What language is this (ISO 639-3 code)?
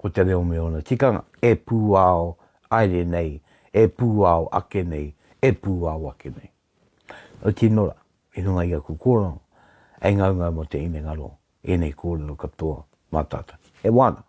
mri